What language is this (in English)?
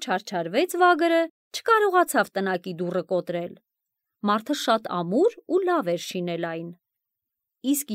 Armenian